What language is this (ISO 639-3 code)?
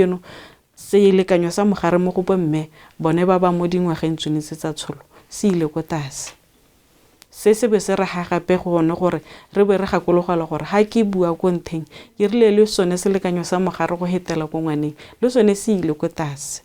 tsn